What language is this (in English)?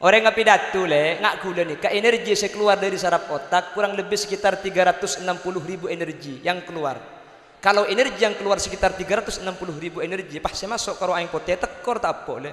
Madurese